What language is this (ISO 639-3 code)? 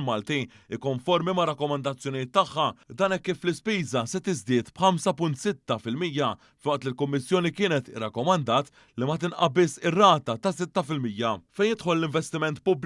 mlt